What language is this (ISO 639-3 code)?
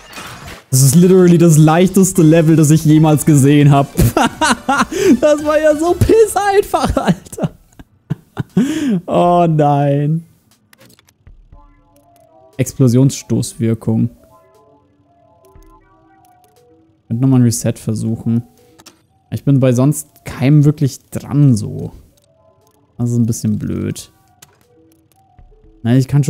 deu